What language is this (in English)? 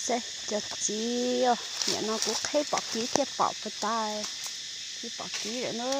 Hmong